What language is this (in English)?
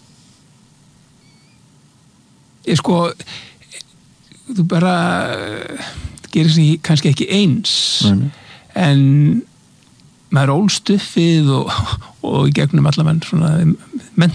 Icelandic